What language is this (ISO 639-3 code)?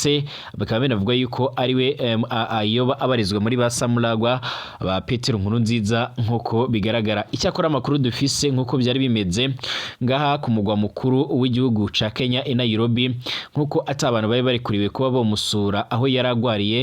run